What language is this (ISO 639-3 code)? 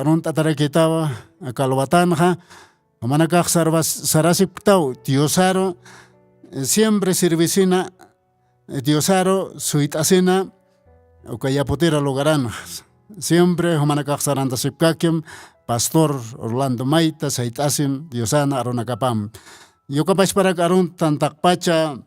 aym